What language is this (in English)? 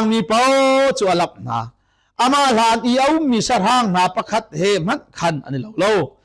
Hakha Chin